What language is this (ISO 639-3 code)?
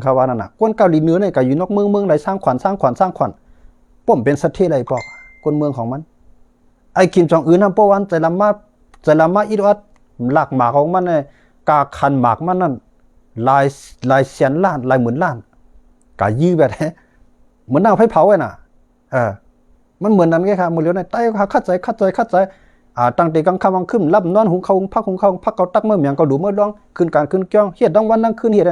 shn